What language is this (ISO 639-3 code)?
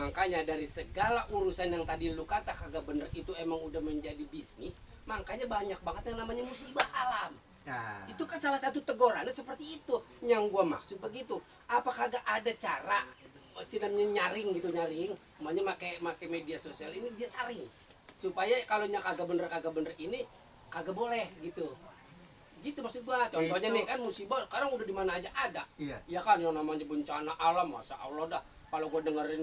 bew